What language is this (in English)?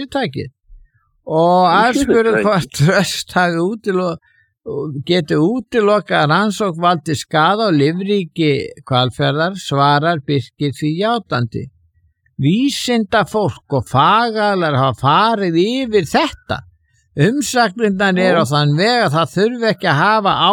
Icelandic